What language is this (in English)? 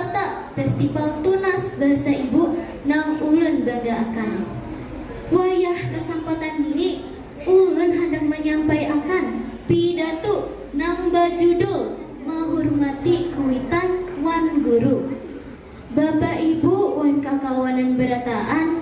Banjar